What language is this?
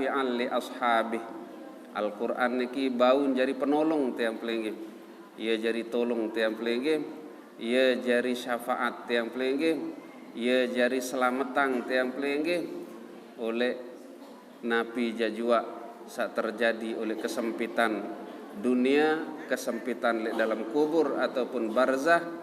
Sasak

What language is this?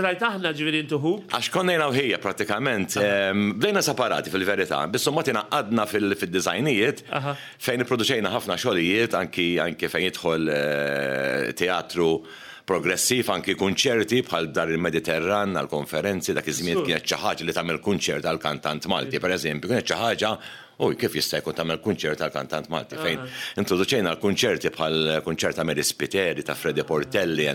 Maltese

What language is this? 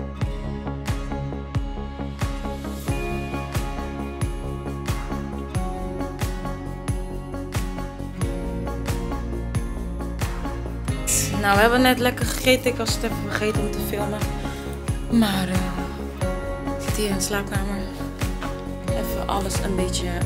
Dutch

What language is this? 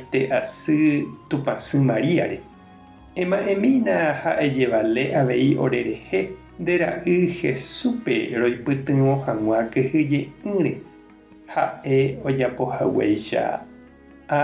Guarani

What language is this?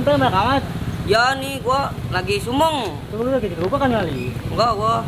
Betawi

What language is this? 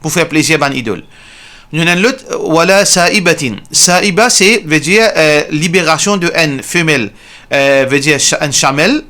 Morisyen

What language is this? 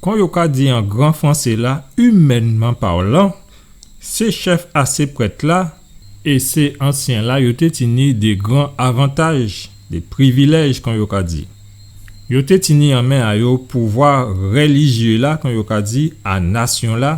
Guadeloupean Creole French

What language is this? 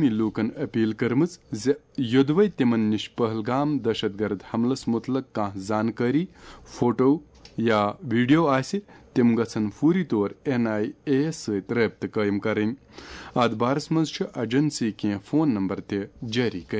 Kashmiri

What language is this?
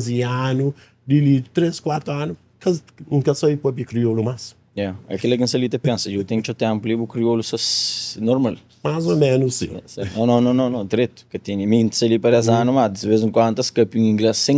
Kabuverdianu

